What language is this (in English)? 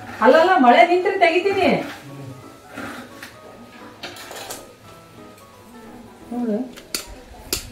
Kannada